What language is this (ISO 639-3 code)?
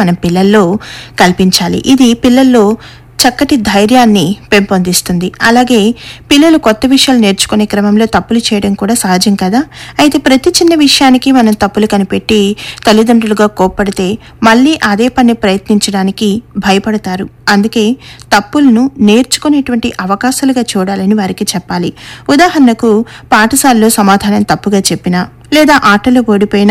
tel